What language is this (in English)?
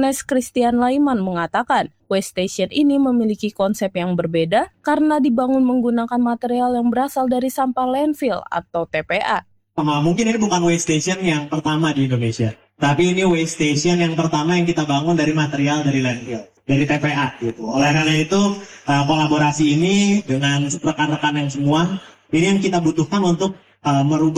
Indonesian